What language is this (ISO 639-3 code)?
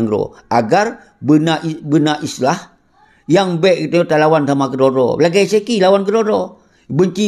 ace